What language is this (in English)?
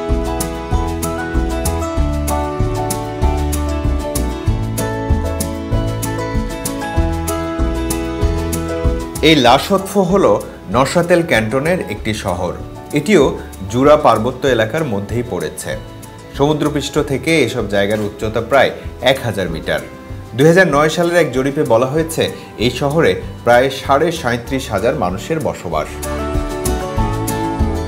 Bangla